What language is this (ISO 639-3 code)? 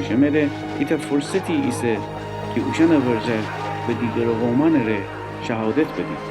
glk